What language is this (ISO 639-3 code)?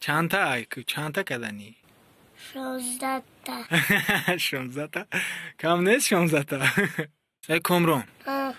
tgk